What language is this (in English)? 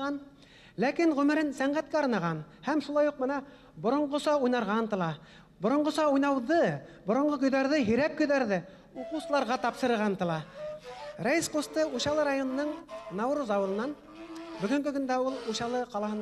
Bashkir